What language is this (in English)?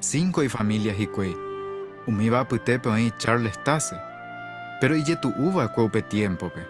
Guarani